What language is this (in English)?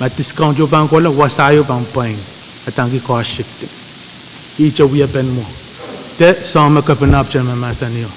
Pohnpeian